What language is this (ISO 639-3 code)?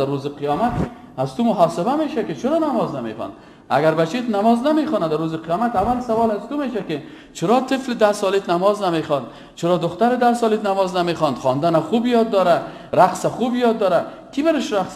fas